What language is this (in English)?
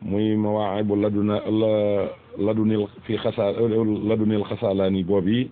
Wolof